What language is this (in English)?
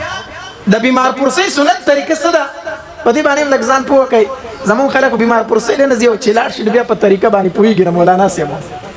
Pashto